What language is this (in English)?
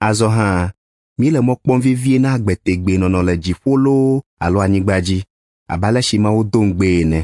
Ewe